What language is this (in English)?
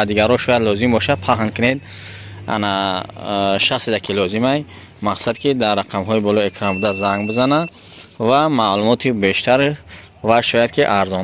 Tajik